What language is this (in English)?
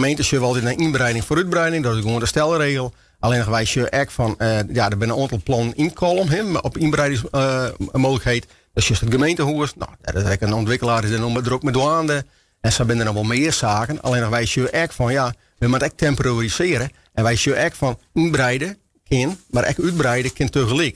Western Frisian